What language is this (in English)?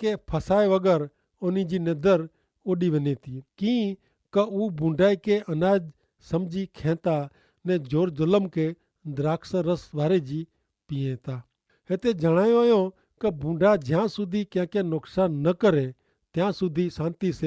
Kachhi